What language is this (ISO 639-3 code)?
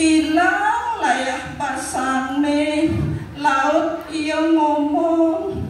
ban